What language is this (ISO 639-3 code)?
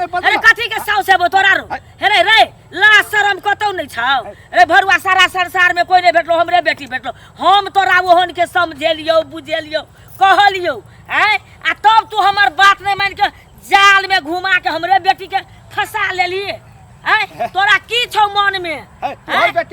mai